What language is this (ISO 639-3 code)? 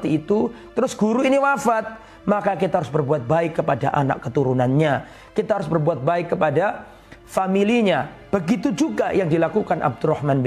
ind